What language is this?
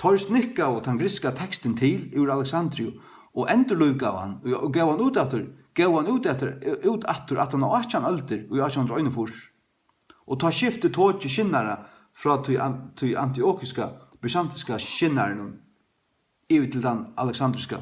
Faroese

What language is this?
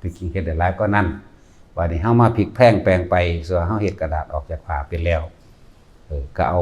Northeastern Thai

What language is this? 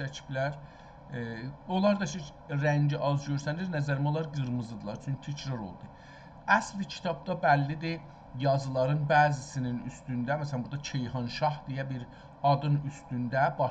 South Azerbaijani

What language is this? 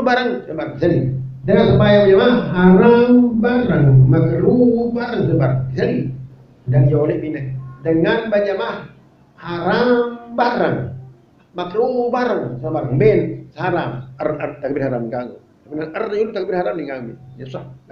Sasak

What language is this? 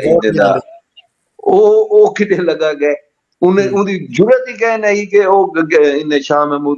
Saraiki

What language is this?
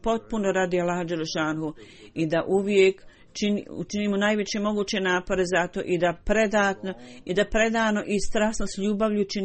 Bosnian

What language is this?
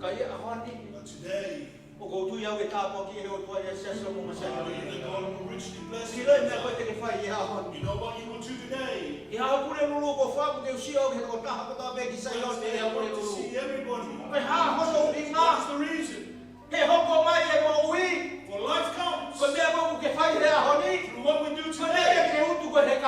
Tongan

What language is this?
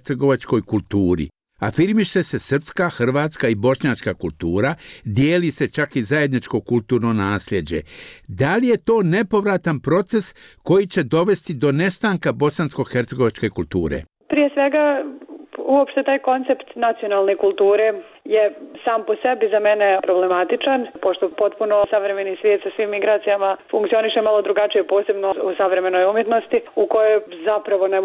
Bosnian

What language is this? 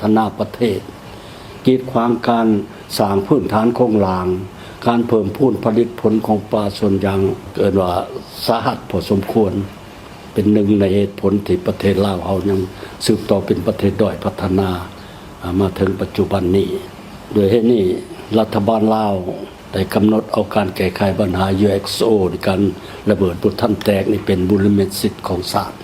Lao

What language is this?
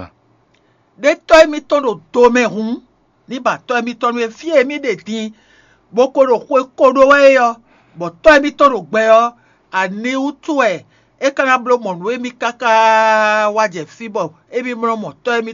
Fon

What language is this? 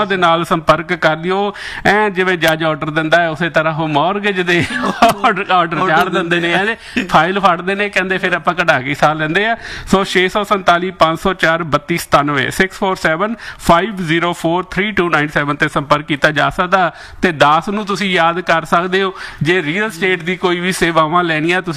Punjabi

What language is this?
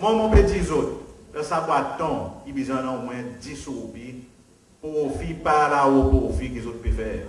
Seselwa Creole French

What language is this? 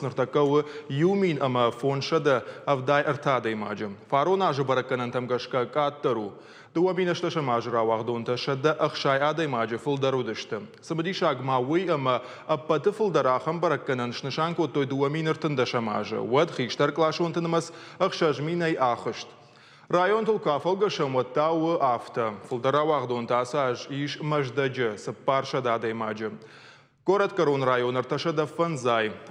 Ossetic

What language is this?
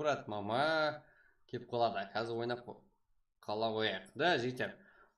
Kara-Kalpak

